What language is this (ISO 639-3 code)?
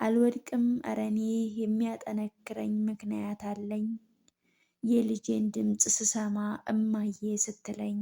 amh